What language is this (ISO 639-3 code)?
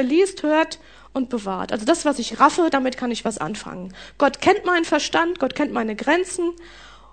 deu